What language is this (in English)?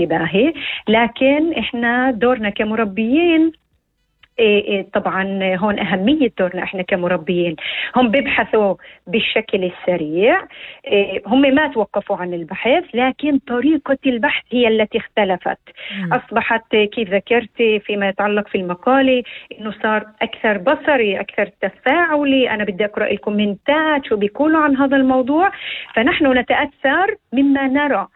North Levantine Arabic